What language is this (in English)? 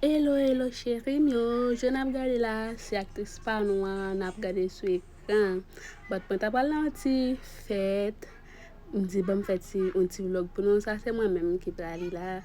Haitian Creole